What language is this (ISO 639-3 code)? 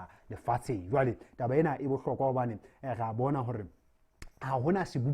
sot